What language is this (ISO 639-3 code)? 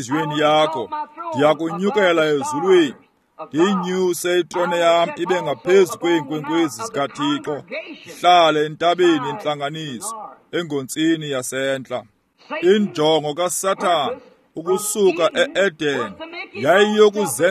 xho